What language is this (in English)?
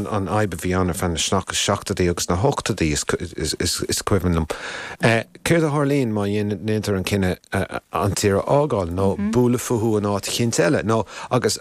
Irish